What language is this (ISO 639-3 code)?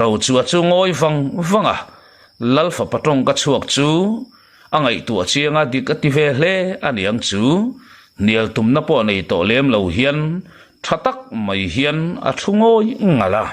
lus